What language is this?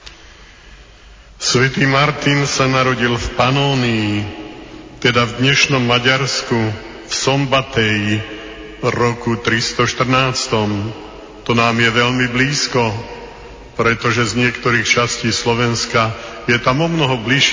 Slovak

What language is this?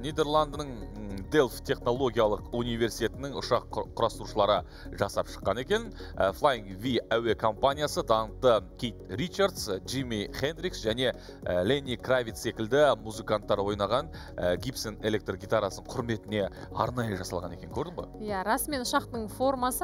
Kazakh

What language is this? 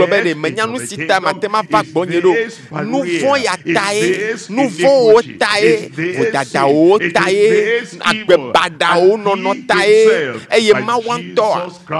Ewe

